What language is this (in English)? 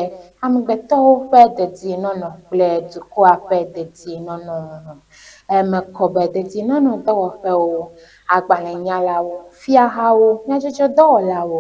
Ewe